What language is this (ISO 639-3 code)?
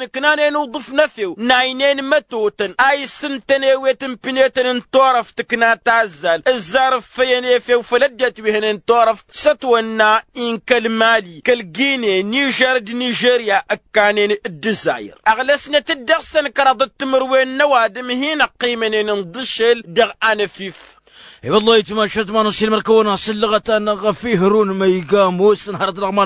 taq